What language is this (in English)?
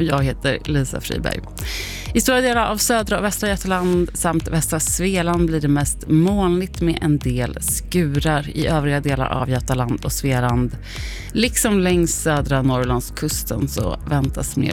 Swedish